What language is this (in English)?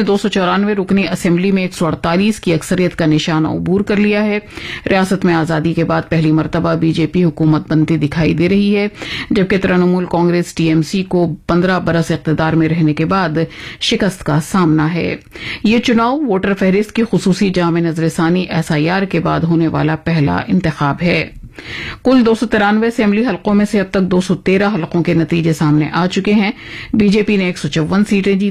Urdu